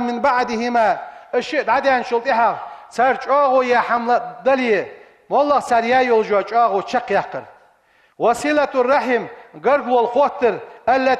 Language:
Ingush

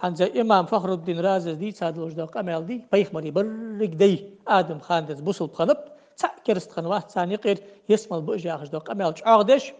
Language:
Ingush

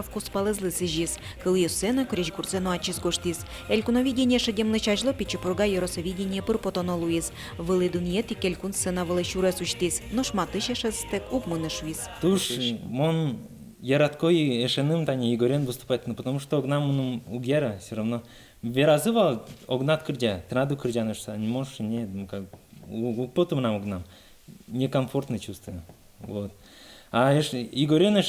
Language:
Udmurt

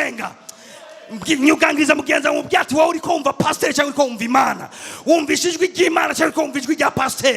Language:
Rundi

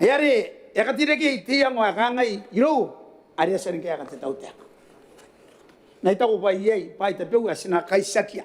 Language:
Gilbertese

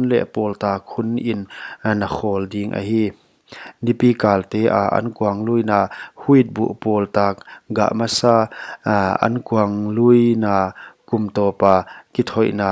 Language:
Paite Chin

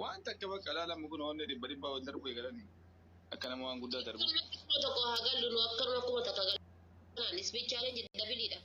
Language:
Oromo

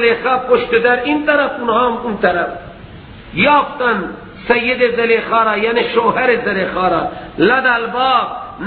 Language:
Persian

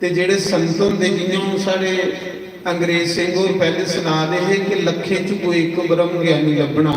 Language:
Dogri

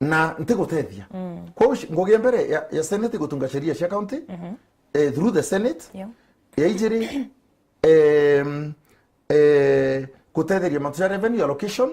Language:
Meru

